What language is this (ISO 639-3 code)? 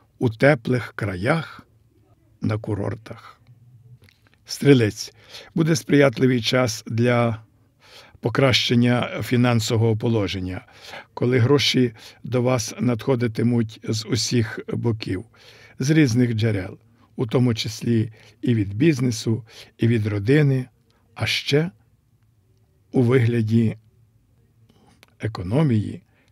ukr